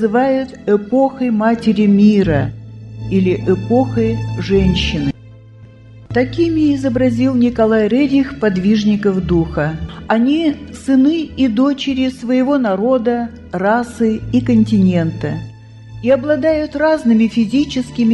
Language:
Russian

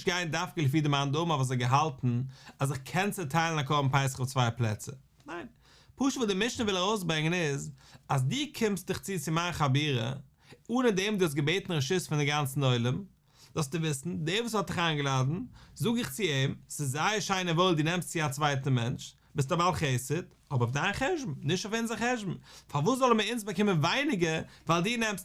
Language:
Yiddish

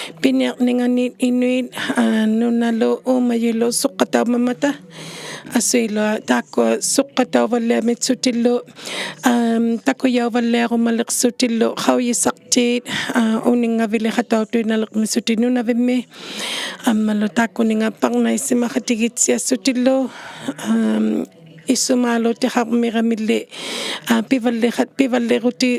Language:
Inuktitut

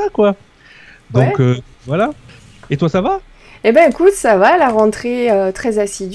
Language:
French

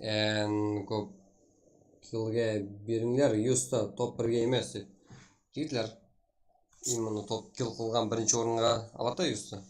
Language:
Kara-Kalpak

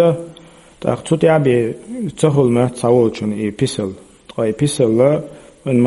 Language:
Chechen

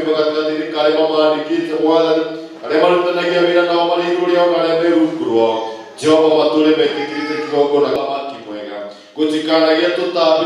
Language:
Kikuyu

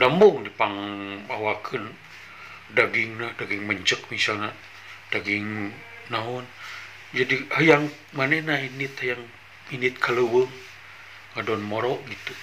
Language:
Sundanese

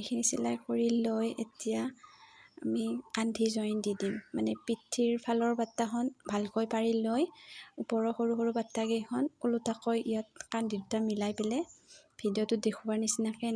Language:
Assamese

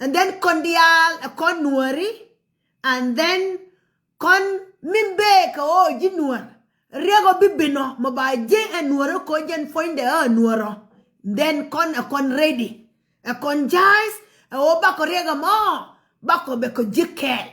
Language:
Nuer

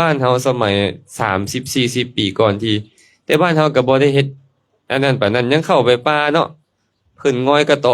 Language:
Lao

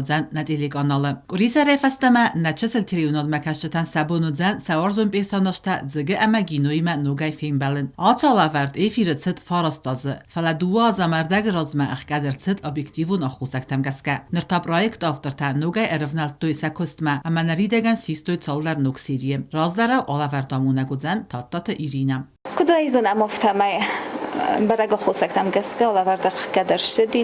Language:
Ossetic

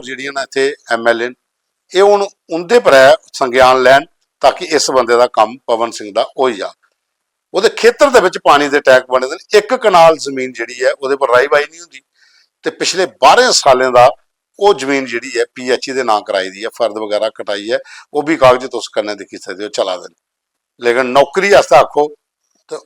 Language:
Dogri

